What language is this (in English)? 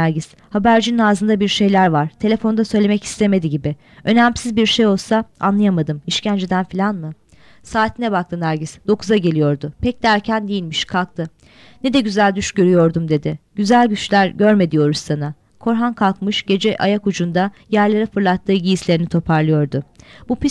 Turkish